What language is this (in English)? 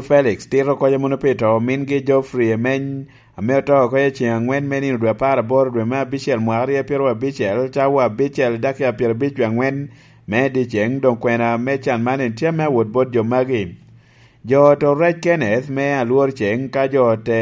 Lango (Uganda)